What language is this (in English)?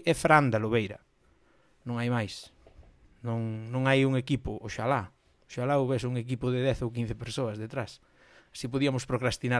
Galician